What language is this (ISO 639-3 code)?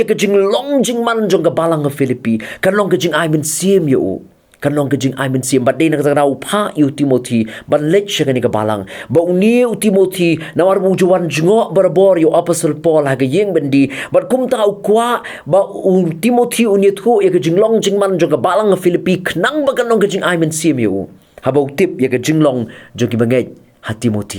kha